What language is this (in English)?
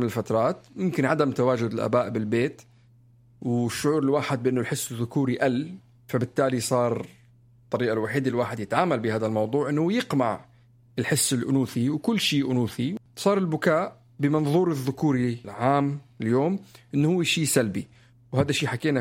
North Levantine Arabic